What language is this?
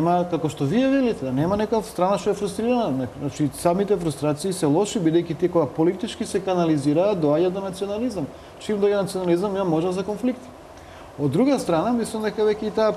Macedonian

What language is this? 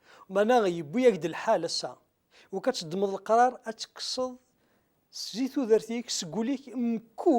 Kabyle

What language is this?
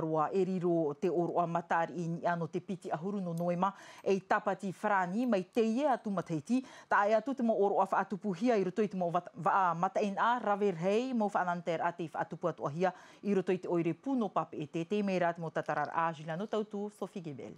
Tahitian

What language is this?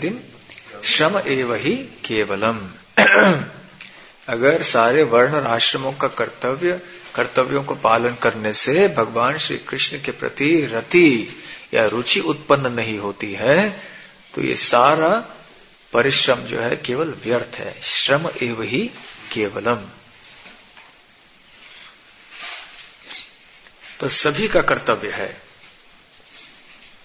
Hindi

